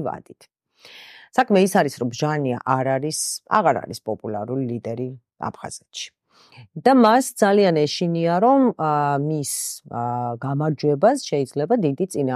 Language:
Georgian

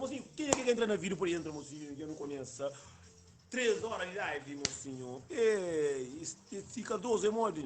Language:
Kabuverdianu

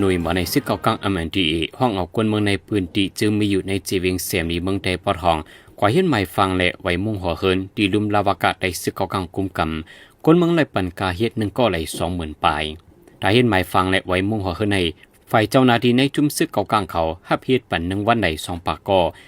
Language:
Shan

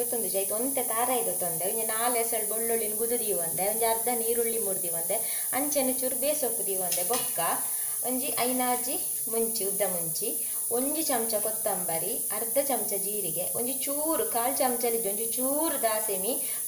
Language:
Tulu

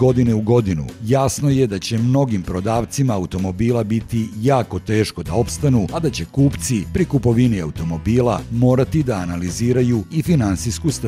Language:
Serbian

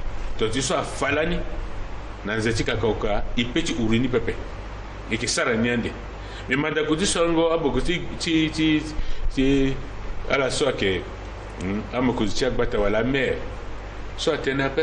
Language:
Sango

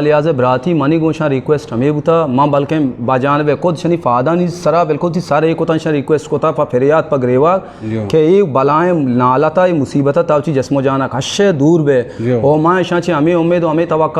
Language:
Eastern Balochi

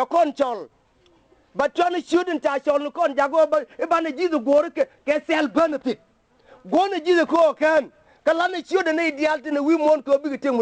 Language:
Nuer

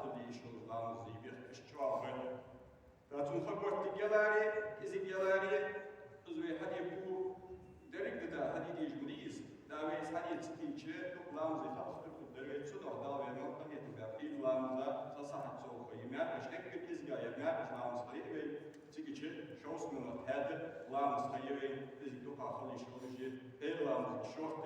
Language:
Ingush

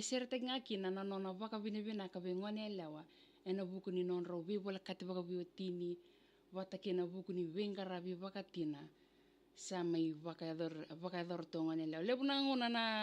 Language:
Fijian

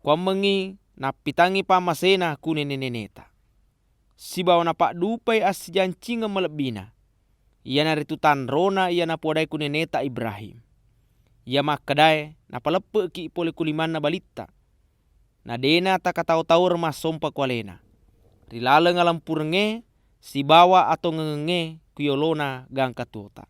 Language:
Buginese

